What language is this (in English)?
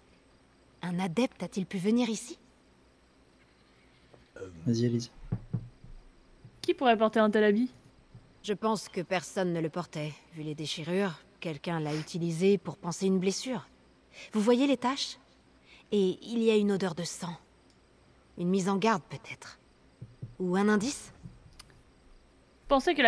French